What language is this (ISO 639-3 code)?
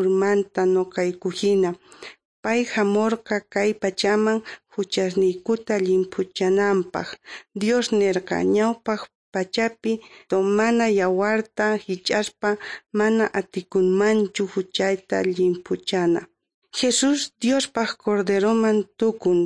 que